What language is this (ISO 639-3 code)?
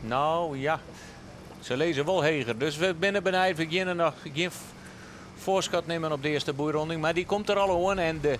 fry